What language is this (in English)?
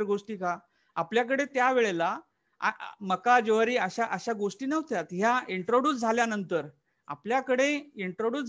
Marathi